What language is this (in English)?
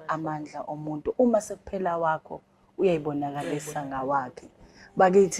Zulu